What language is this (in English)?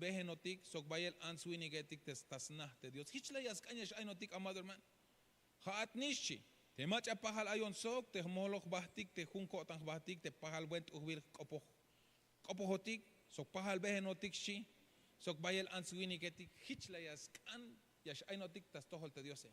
Tzeltal